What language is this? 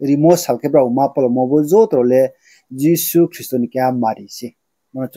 Riang (India)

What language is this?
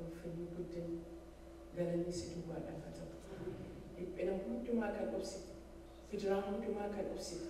Oromo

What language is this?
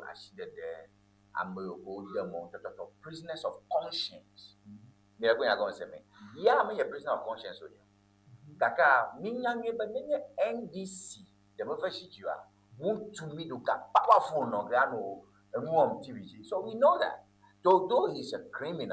Ewe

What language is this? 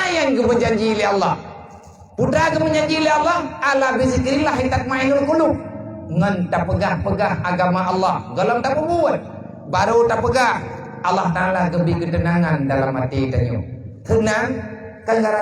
Achinese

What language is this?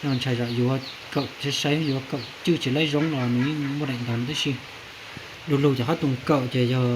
Hmong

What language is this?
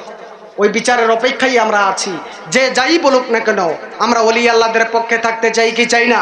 Bangla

